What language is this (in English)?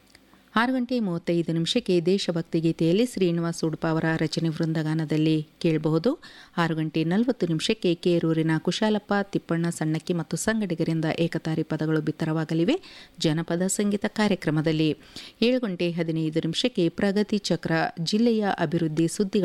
Kannada